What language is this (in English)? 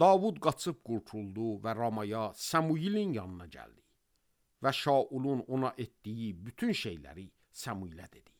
Azerbaijani